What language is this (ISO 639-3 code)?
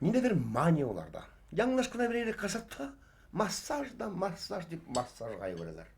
bak